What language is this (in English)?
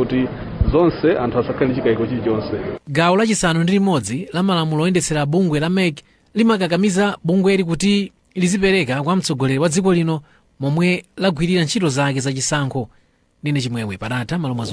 Nyanja